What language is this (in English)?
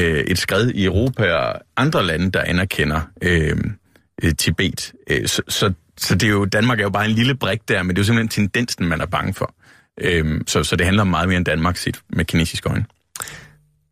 Danish